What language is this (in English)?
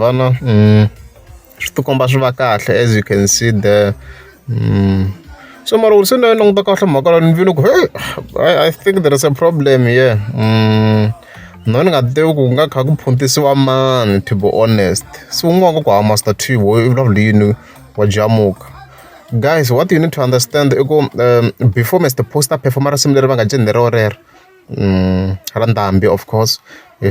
Tsonga